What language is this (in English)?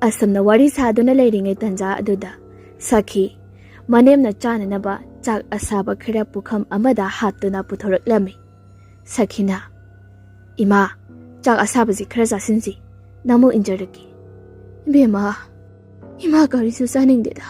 Manipuri